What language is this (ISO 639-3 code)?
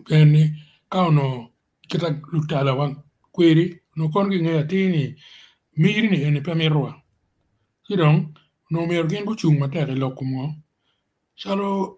ach